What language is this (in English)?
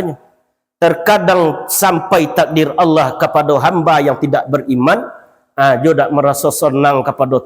Minangkabau